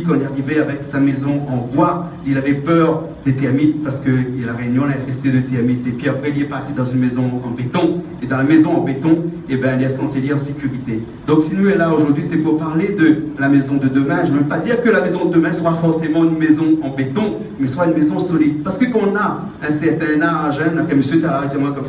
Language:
Réunion Creole French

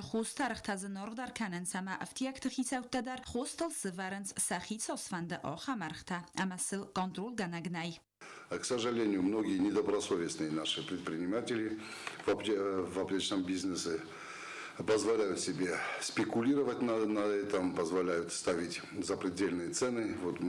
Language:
Ossetic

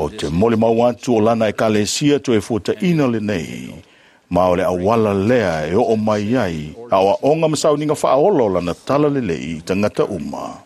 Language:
Samoan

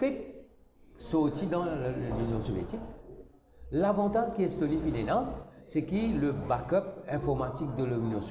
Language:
Morisyen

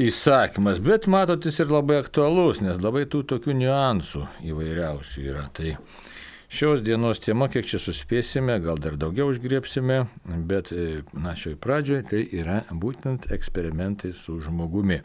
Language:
Lithuanian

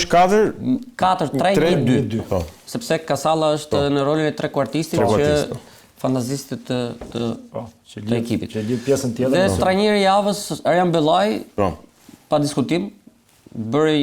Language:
Albanian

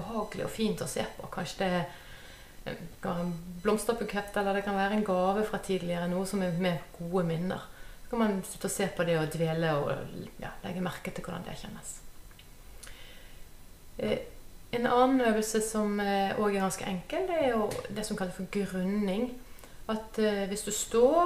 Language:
Norwegian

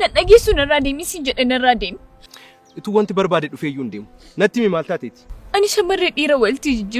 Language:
Oromo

